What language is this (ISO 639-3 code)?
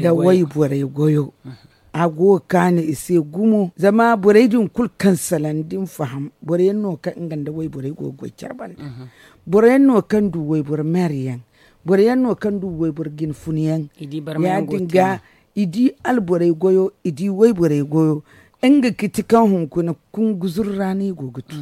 dje